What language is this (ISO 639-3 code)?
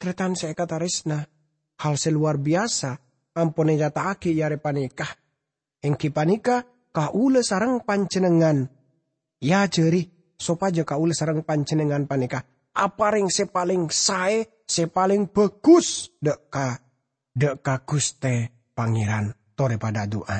mad